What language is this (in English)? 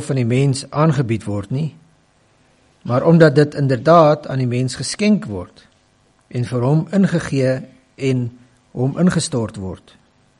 Afrikaans